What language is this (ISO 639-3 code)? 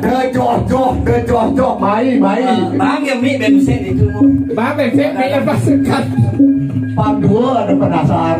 ban